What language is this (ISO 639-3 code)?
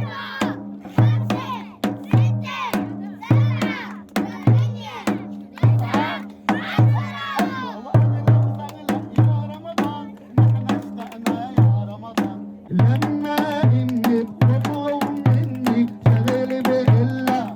apc